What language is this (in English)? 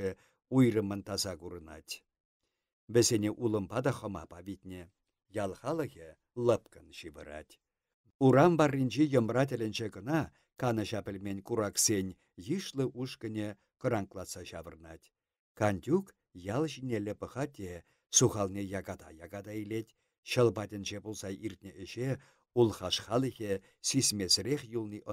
Chuvash